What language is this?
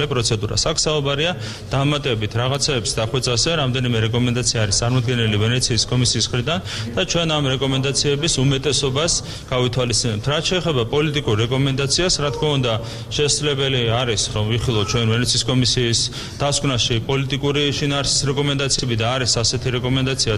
Georgian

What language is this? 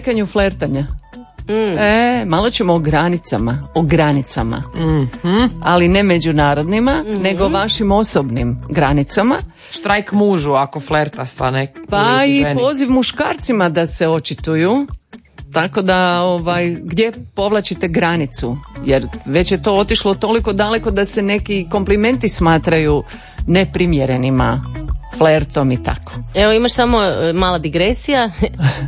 Croatian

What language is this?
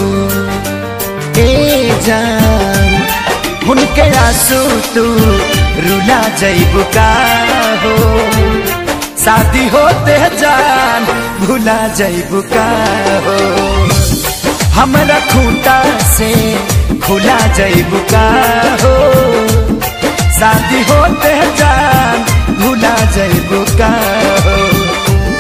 Bhojpuri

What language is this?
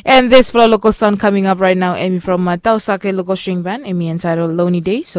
Bislama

